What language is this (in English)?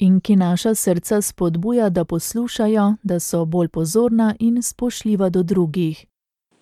Slovenian